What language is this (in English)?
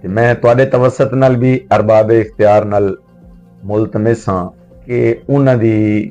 Western Panjabi